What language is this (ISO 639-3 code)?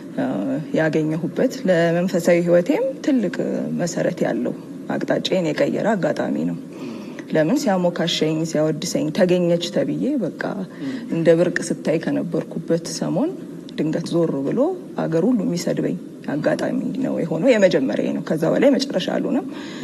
amh